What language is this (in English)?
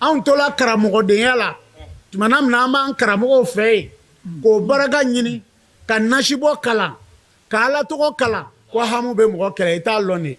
Bambara